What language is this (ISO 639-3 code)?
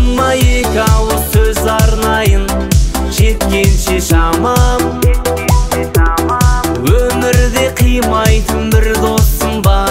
kaz